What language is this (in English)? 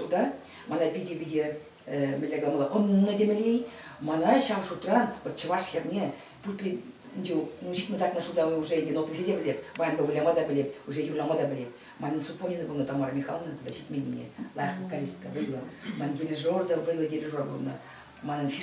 Chuvash